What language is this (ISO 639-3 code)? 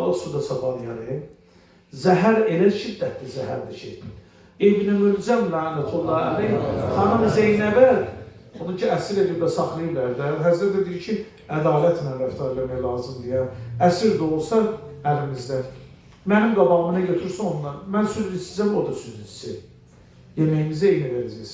aze